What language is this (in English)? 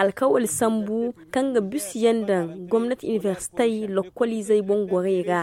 Zarma